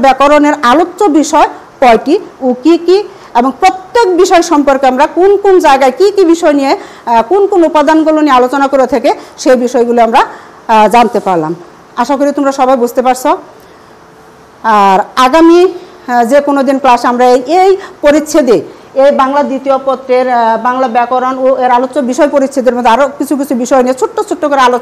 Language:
Bangla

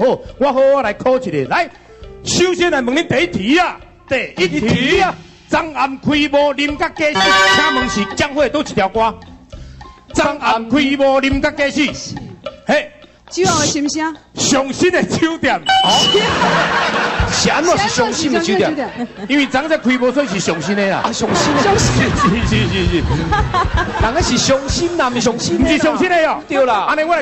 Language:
Min Nan Chinese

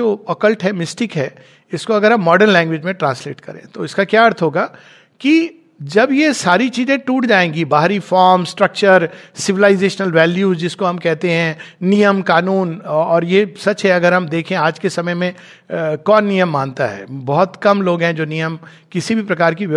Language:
Hindi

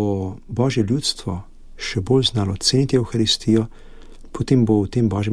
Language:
Slovenian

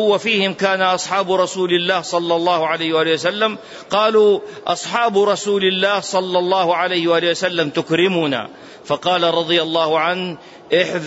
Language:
Arabic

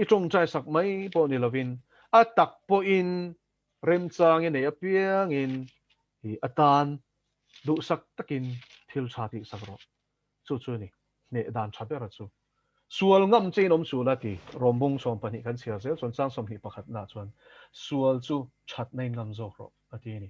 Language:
Mizo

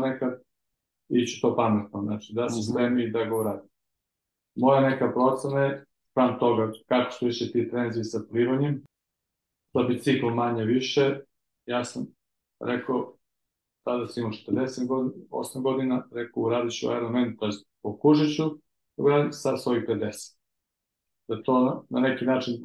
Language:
Serbian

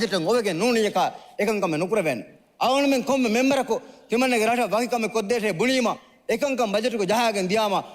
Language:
Divehi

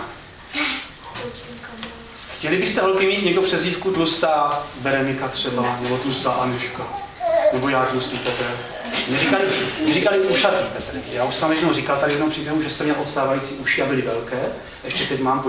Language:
Czech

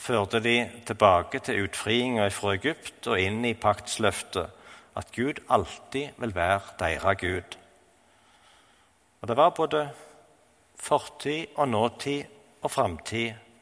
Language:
Norwegian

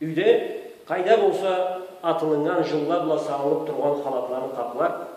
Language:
Karachay-Balkar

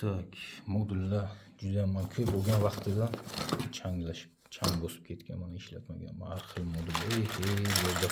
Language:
Uzbek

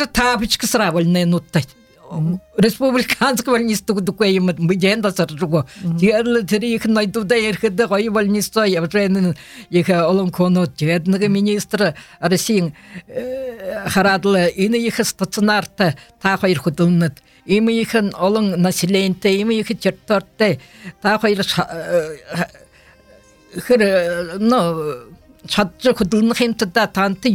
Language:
Buriat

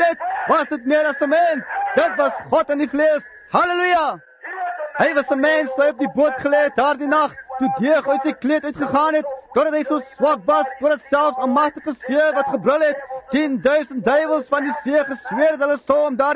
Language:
Afrikaans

